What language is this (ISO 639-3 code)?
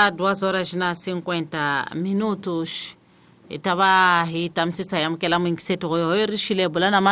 tso